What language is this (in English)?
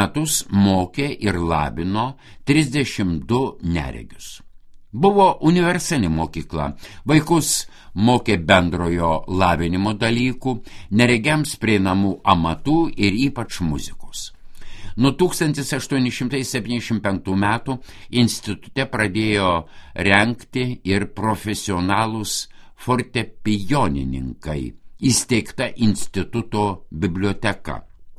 Lithuanian